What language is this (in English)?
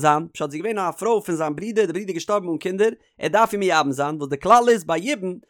Yiddish